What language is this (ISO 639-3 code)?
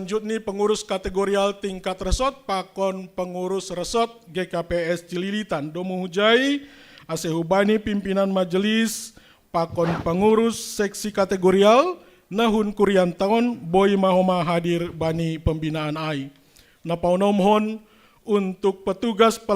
bts